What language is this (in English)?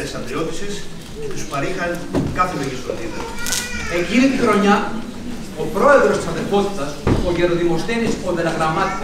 Greek